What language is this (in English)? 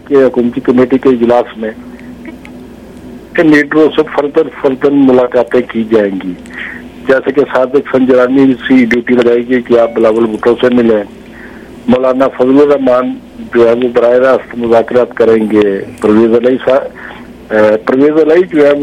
Urdu